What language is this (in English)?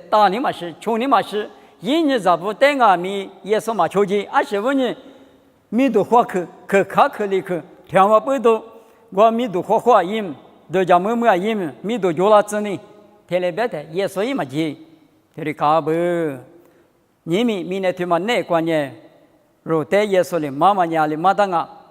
Lisu